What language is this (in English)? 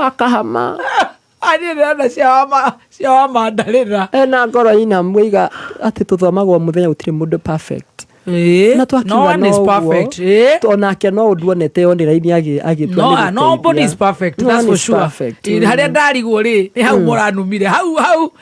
Kikuyu